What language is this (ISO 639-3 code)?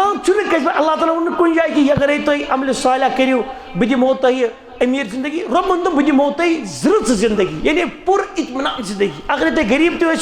kas